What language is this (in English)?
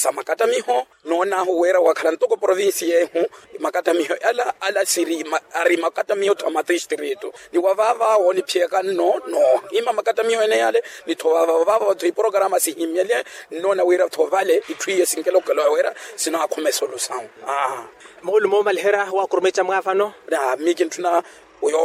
Makhuwa